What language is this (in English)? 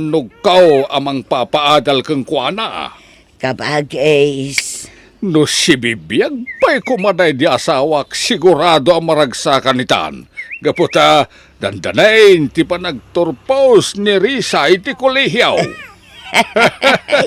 Iloko